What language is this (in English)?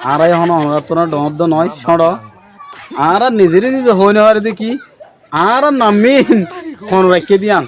Rohingya